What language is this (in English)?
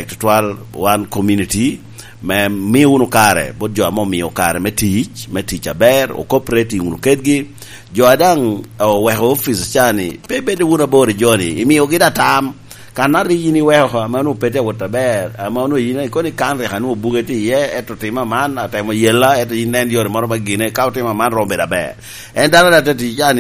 Lango (Uganda)